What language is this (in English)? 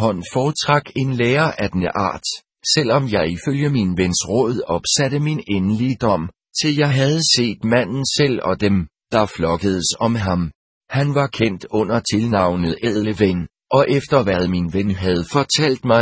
Danish